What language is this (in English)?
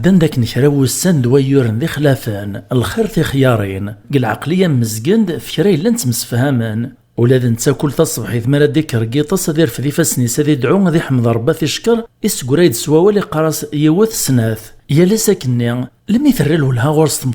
Kabyle